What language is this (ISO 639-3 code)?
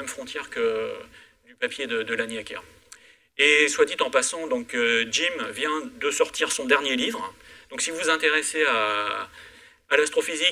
fra